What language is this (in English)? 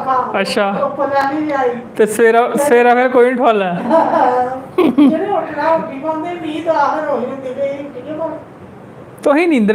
Dogri